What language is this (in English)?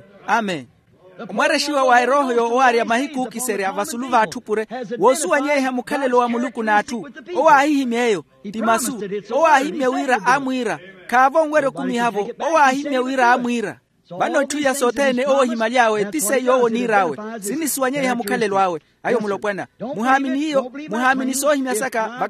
Makhuwa